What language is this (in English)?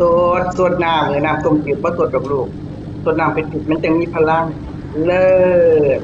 Northeastern Thai